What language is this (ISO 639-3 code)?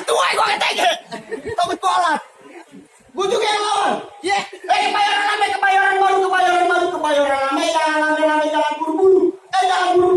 bew